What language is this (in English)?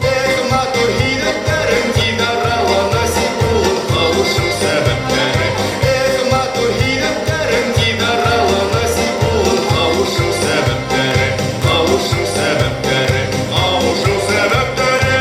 Bashkir